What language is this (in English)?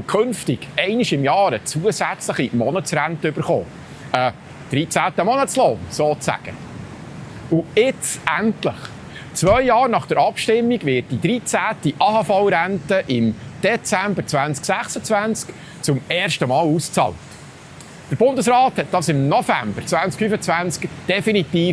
Swiss German